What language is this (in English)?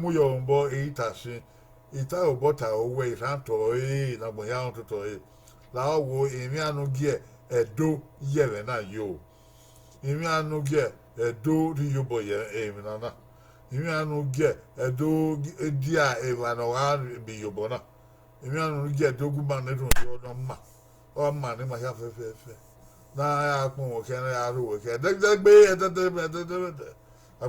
Bini